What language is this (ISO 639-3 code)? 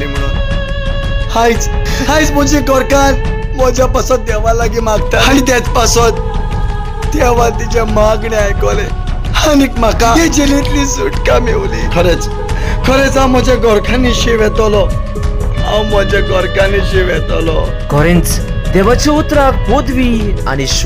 kok